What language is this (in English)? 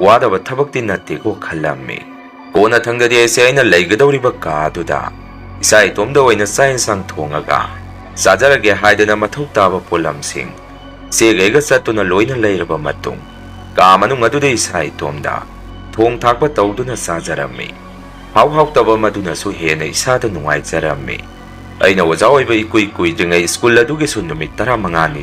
Manipuri